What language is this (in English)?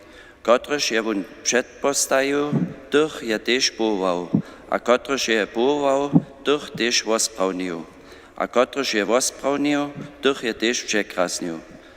Upper Sorbian